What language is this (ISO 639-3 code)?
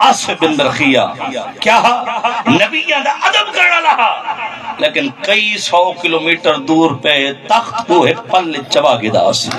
skr